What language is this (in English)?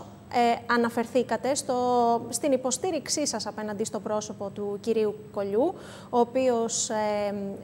Greek